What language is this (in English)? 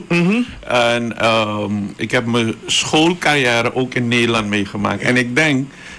Dutch